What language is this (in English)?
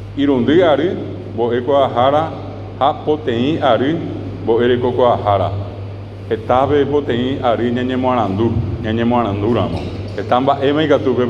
Guarani